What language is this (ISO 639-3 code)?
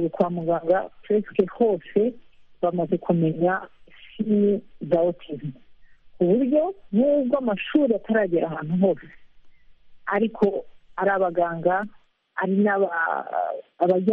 kin